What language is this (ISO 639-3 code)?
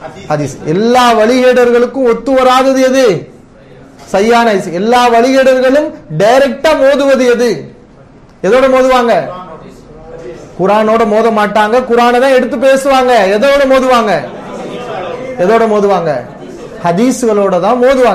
tam